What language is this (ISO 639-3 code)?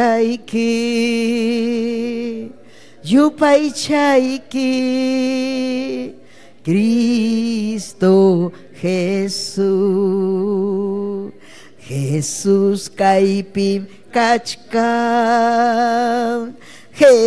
quy